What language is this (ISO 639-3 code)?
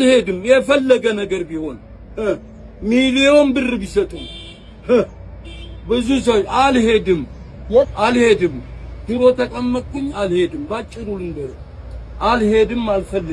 amh